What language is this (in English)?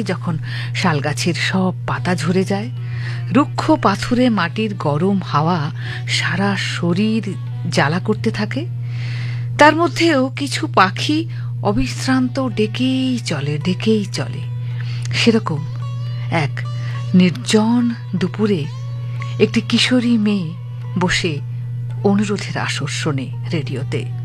Bangla